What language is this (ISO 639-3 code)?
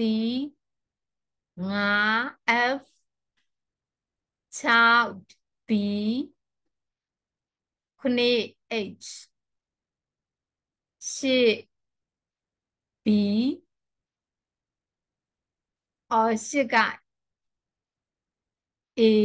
mya